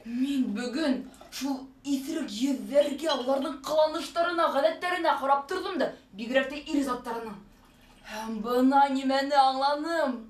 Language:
Bashkir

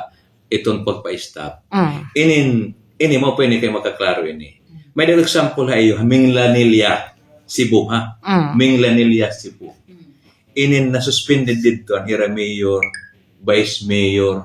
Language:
Waray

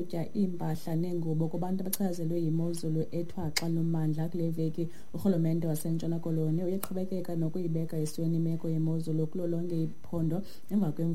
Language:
Xhosa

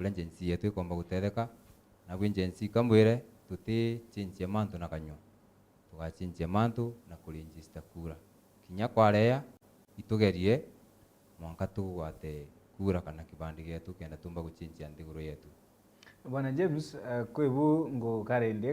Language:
Meru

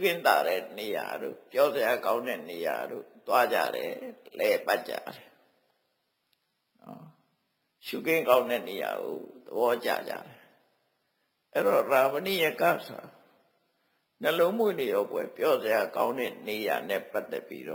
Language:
Burmese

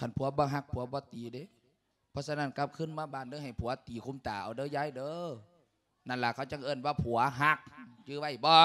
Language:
Lao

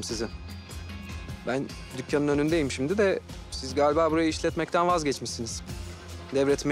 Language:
Turkish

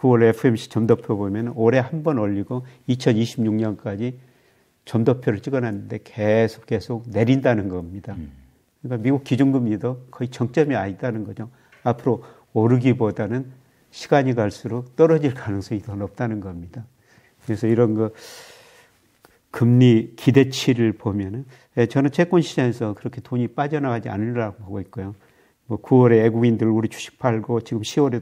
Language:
Korean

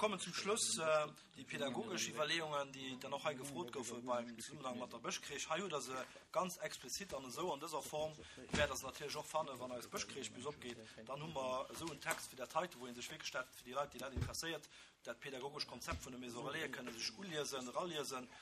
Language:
Luxembourgish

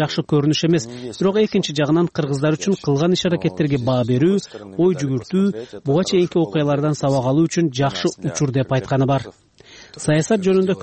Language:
Kyrgyz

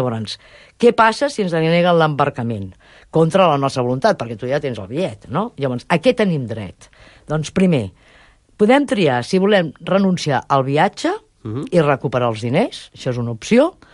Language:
Catalan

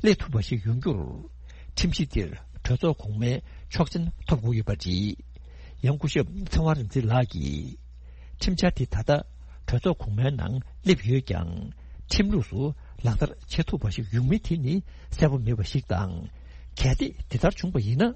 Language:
Tibetan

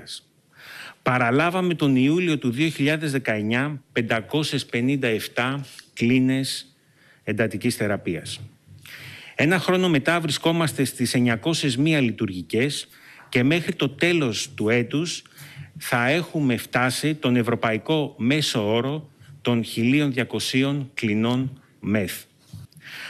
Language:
Greek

